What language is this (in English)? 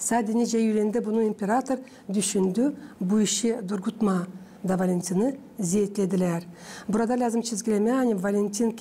Gagauz